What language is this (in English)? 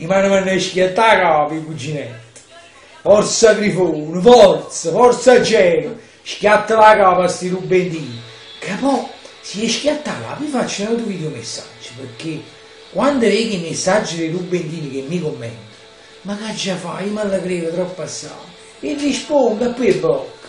Neapolitan